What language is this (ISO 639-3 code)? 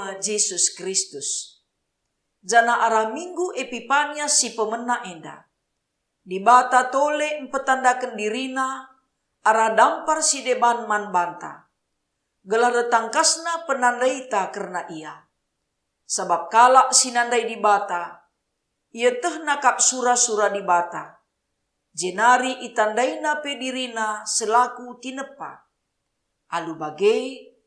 btx